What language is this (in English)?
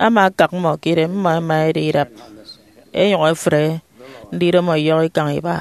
Efik